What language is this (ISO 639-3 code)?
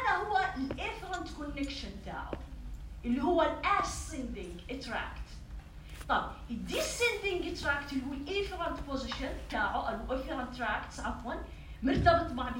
apc